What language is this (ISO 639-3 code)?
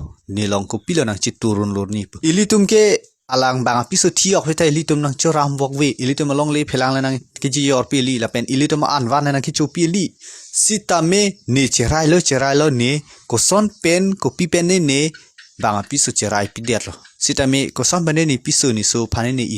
mjw